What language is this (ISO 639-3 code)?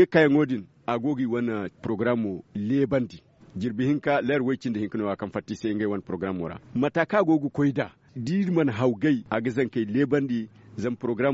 dje